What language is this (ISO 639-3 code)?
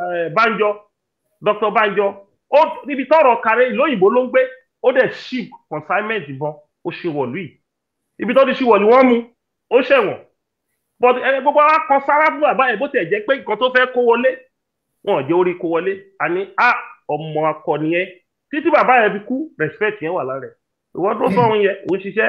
yor